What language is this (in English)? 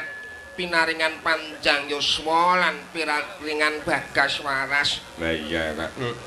Javanese